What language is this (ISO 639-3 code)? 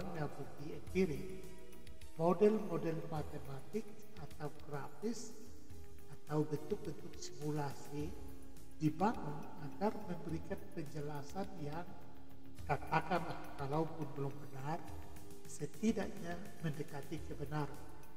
ind